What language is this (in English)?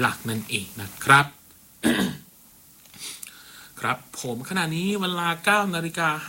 Thai